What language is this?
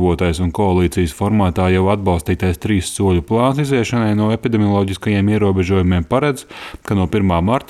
Latvian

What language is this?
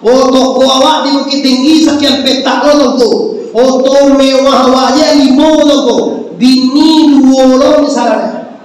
Minangkabau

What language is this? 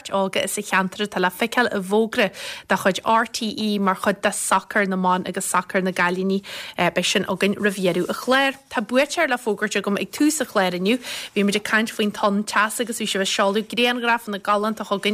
Irish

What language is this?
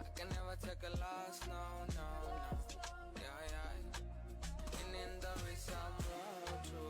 Venda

